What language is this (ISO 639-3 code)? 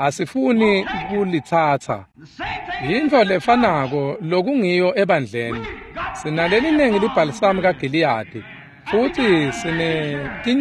ssw